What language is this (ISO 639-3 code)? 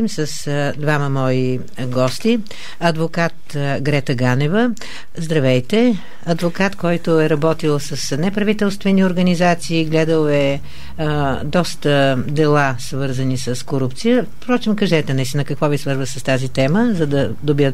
bul